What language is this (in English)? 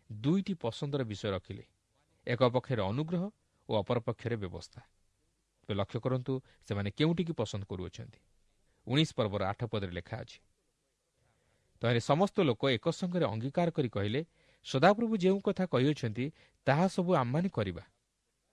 Odia